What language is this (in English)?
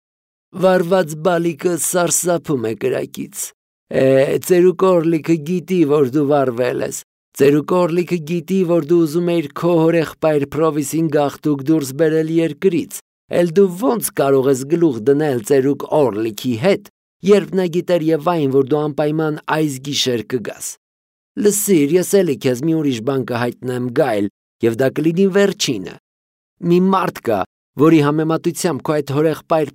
Armenian